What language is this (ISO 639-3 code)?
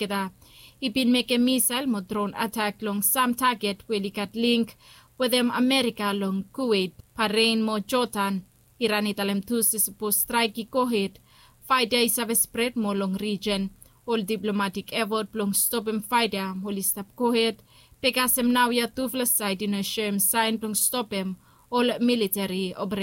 bis